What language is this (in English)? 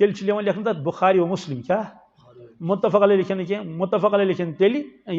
Kashmiri